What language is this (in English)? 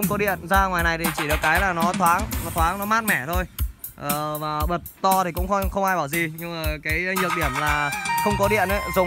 Vietnamese